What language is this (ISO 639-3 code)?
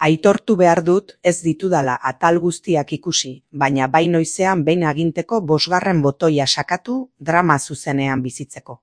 eus